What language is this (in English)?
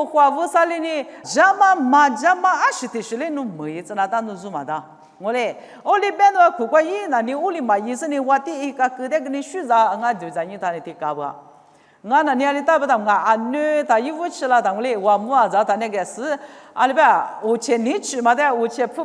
Lisu